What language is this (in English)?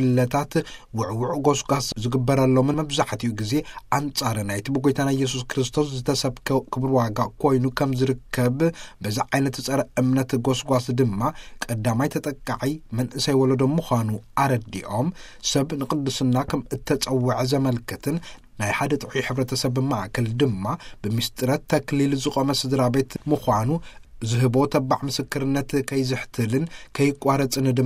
Tigrinya